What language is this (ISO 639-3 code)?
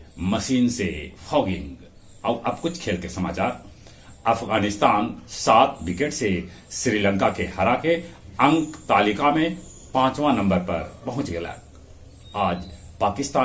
mag